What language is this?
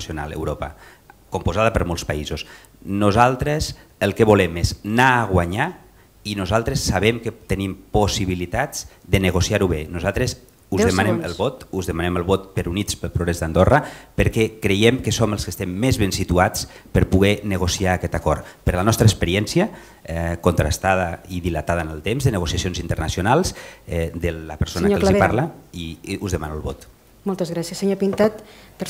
Catalan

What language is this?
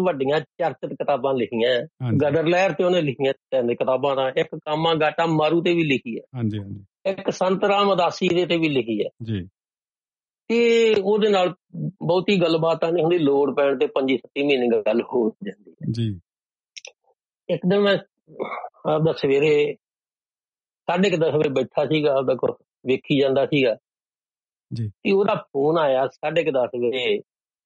Punjabi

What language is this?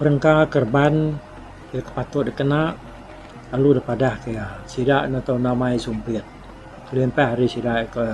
Iban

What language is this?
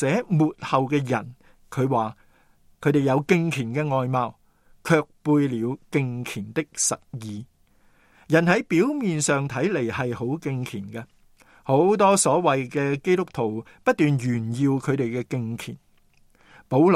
Cantonese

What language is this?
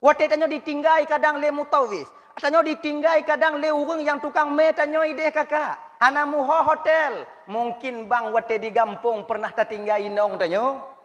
Achinese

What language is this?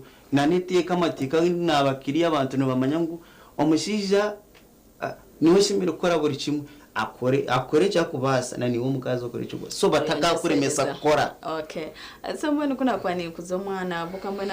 Nyankole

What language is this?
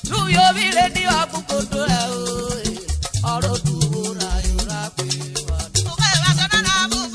Urhobo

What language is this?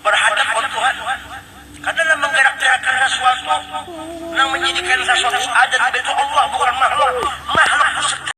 Banjar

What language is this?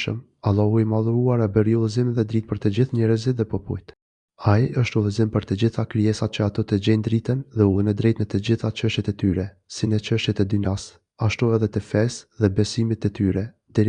Albanian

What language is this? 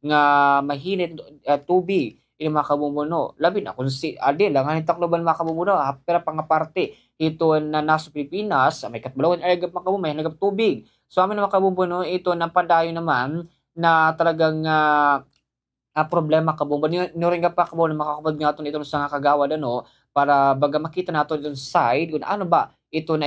Waray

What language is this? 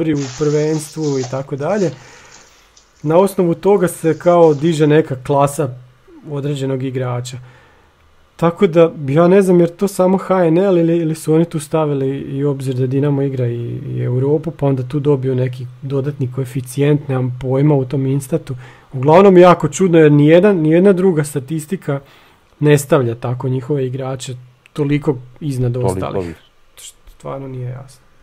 Croatian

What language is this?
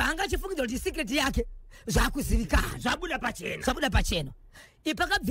Shona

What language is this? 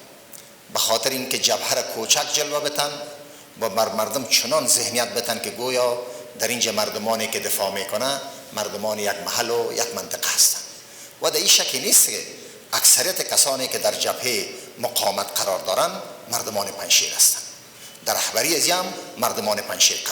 Persian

